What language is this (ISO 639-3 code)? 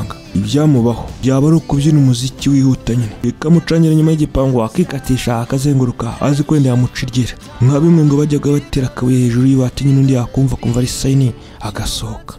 kin